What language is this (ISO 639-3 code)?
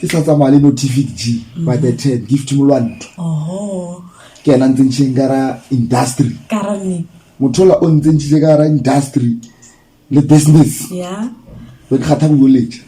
nso